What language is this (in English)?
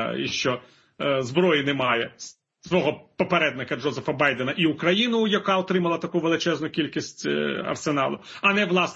Ukrainian